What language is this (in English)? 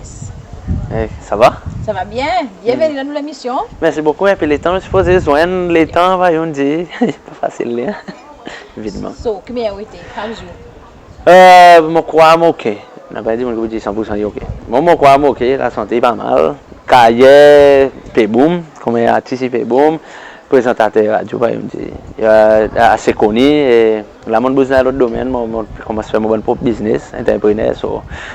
Seselwa Creole French